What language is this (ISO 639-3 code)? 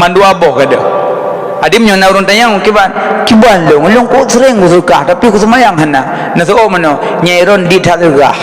ace